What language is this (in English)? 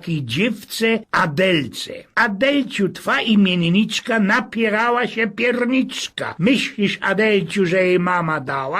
Silesian